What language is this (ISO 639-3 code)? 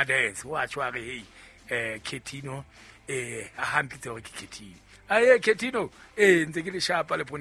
sot